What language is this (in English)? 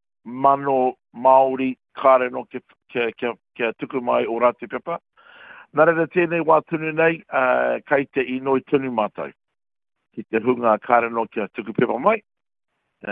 Māori